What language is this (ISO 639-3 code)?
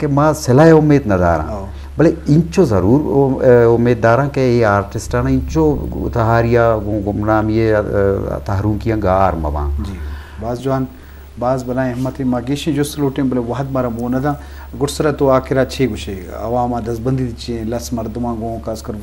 bgp